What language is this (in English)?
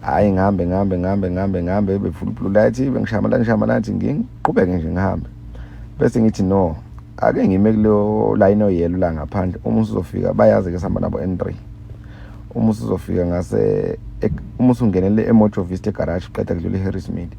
Zulu